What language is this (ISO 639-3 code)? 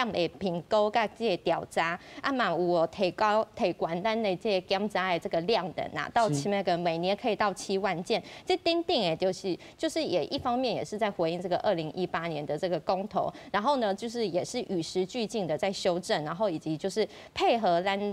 nan